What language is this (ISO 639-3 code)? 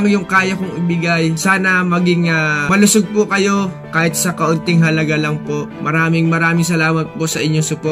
fil